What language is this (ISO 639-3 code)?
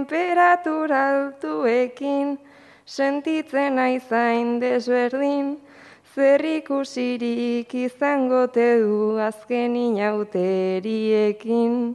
eus